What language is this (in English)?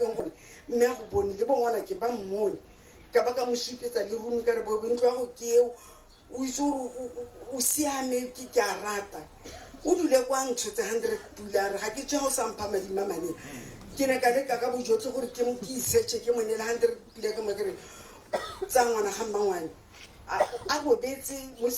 Tswana